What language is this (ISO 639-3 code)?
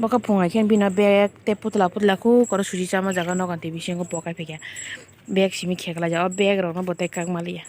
trp